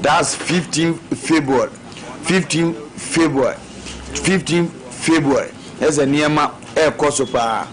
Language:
Akan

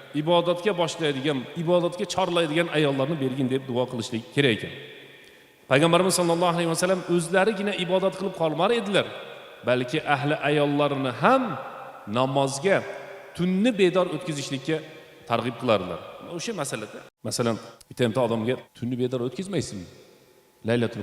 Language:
Uzbek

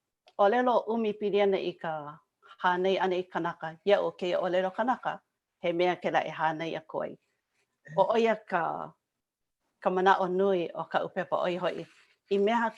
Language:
Hawaiian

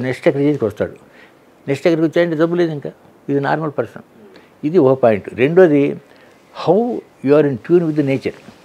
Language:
Telugu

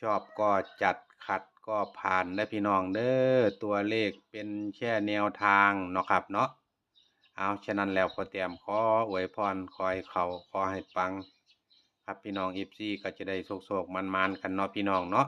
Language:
Northeastern Thai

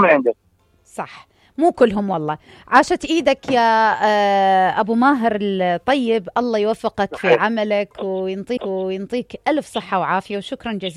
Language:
Mesopotamian Arabic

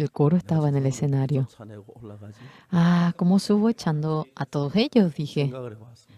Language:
South Bolivian Quechua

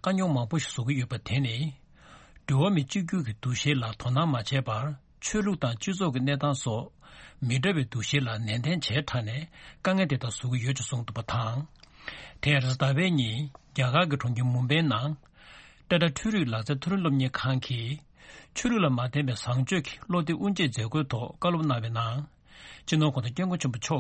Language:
Tibetan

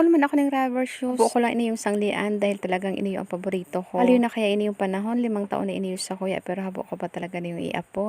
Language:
Bikol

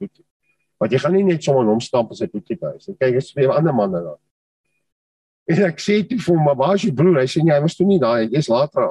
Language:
Afrikaans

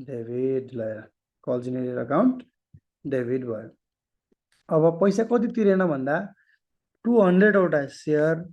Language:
Nepali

